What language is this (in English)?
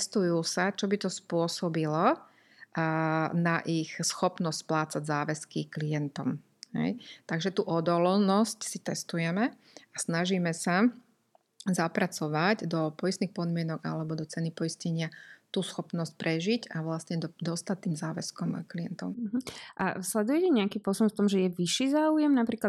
Slovak